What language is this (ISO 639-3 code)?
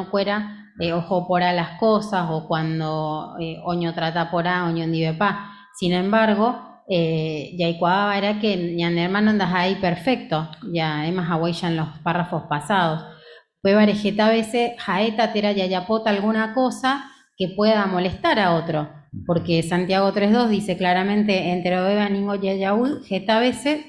grn